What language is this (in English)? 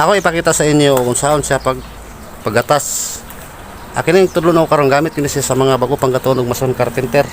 Cebuano